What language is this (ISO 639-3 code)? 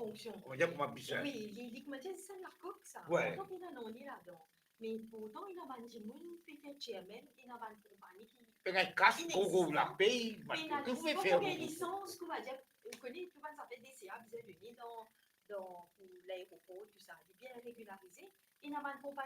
mfe